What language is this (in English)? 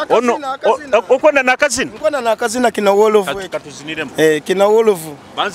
Nyoro